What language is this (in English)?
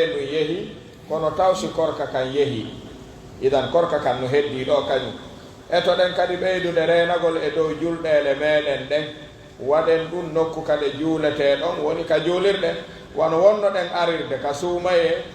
Pular